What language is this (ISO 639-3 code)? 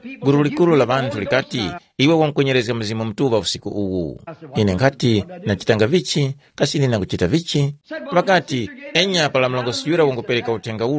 tum